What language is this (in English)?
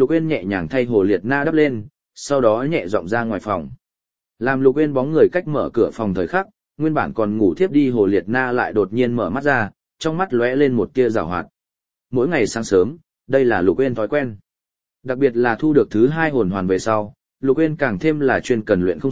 Vietnamese